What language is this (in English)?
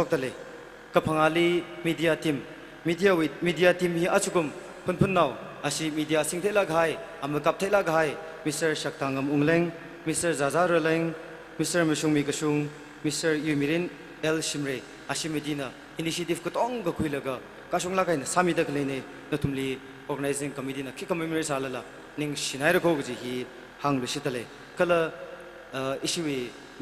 Tangkhul Naga (India)